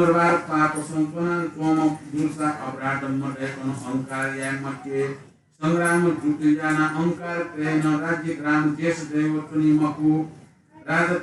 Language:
Newari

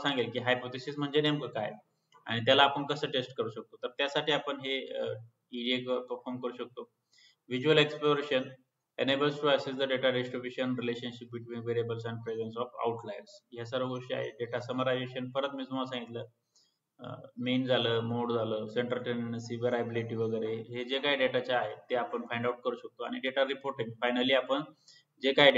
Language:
Marathi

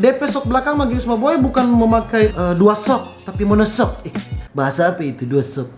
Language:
Manado Malay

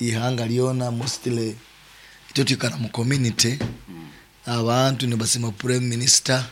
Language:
Nyoro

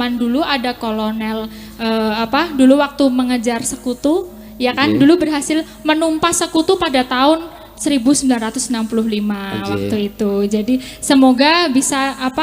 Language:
Javanese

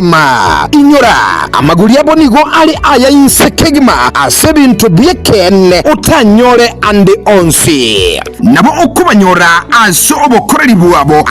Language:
Gusii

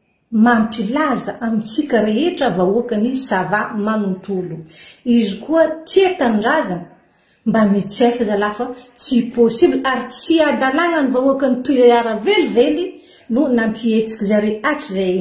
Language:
Malagasy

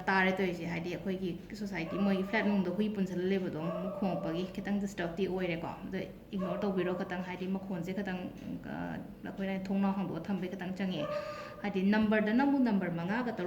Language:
Manipuri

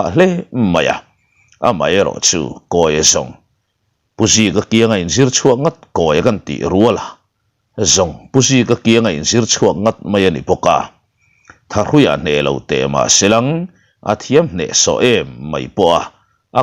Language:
Mizo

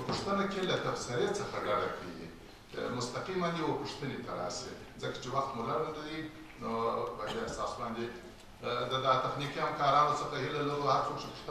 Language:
Pashto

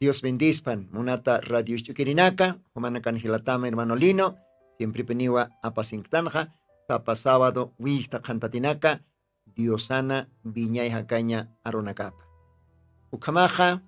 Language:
Aymara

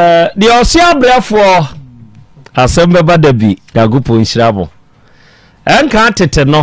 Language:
Akan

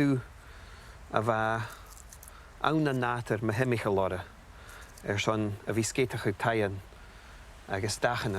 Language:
Scottish Gaelic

